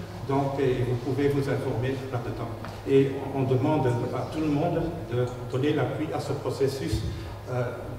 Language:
French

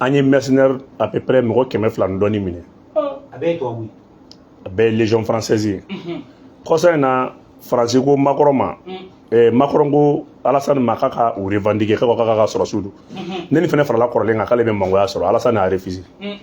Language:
Bambara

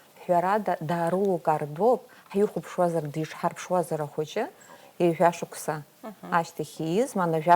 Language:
Abkhazian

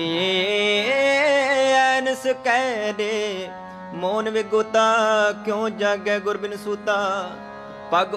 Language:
Punjabi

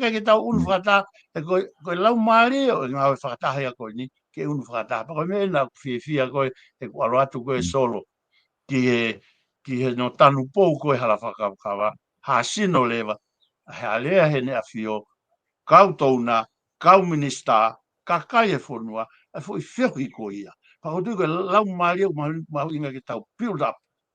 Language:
Tongan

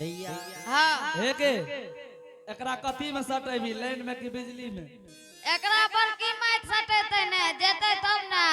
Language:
Angika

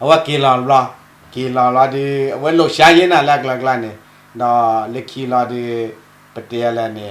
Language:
S'gaw Karen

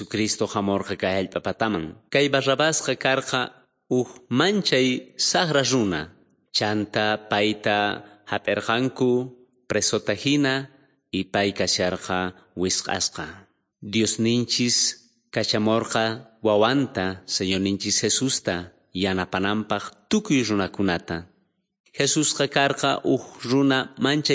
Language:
South Bolivian Quechua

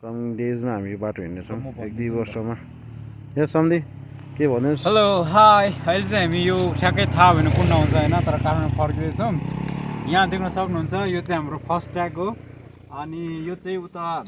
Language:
Nepali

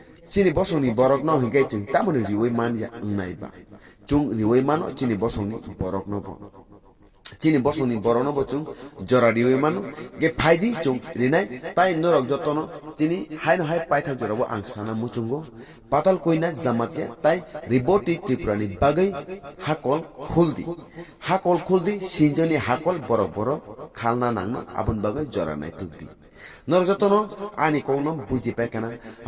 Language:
Kok Borok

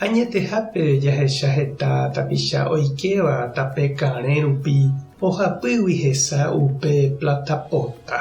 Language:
Guarani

